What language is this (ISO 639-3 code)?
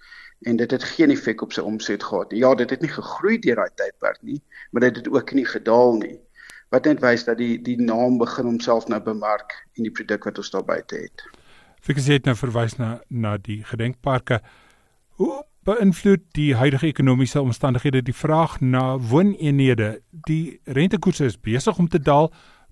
afr